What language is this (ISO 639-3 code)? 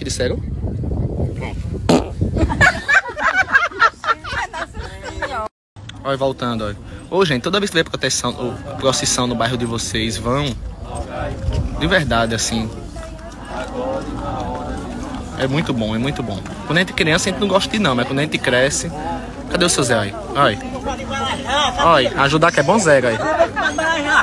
por